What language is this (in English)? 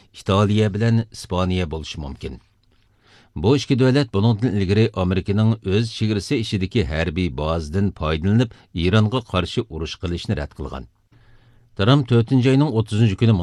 Uyghur